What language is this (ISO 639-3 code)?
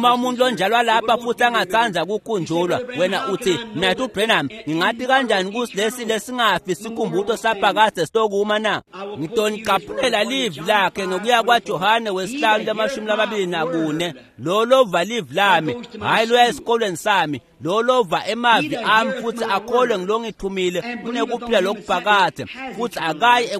ssw